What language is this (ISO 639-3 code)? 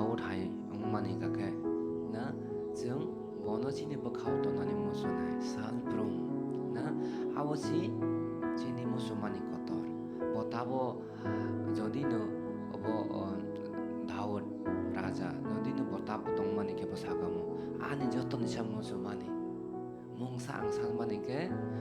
trp